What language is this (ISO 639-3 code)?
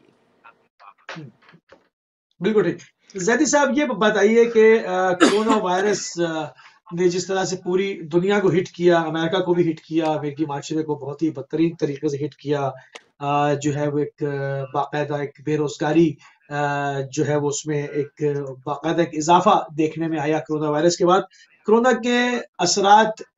urd